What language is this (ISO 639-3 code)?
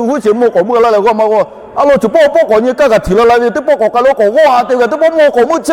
lhu